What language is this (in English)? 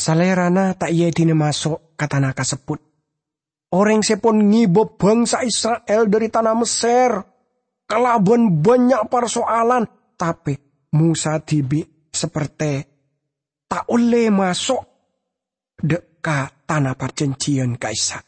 Madurese